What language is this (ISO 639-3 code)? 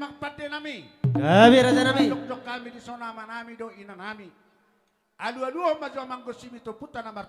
bbc